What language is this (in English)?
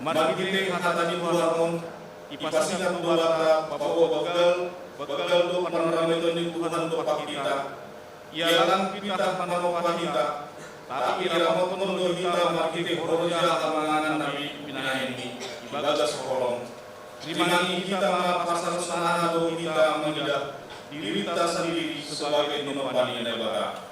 Batak Simalungun